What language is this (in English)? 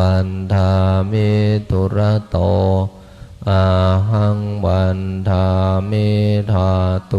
Pali